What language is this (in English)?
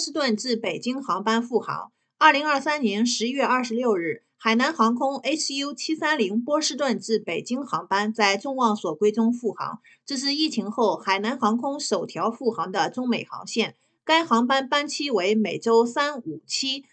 Chinese